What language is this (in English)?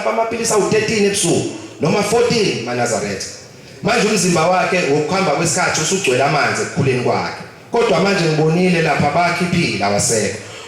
Zulu